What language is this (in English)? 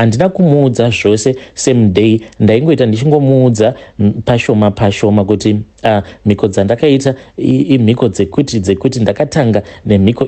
Shona